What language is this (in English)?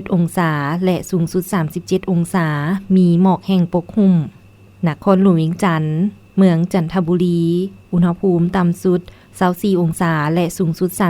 Lao